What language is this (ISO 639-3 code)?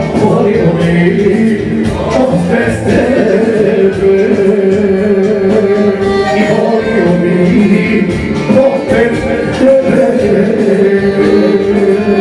hrv